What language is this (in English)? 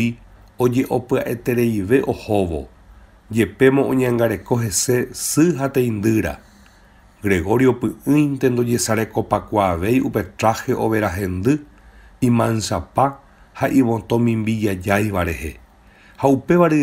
Guarani